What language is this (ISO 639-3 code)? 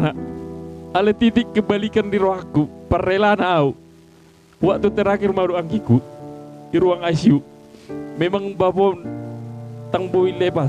bbc